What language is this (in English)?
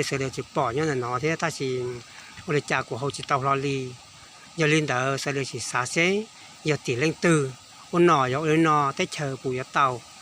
Hmong